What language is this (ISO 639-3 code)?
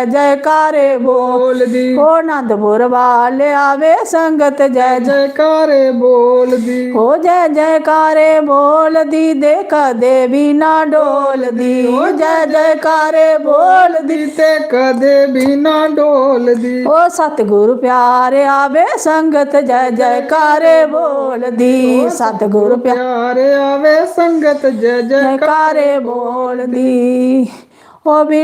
doi